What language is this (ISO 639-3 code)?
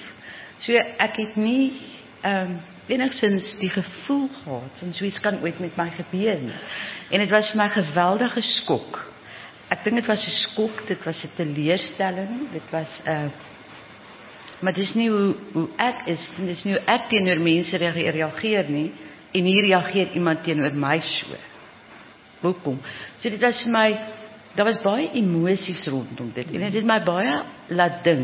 afr